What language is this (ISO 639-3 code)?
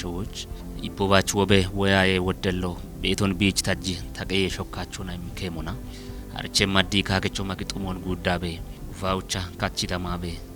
kbr